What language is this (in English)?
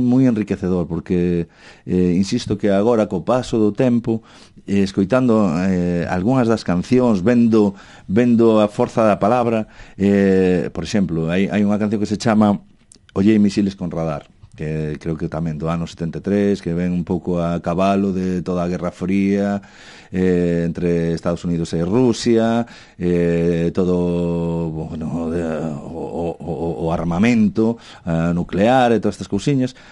Galician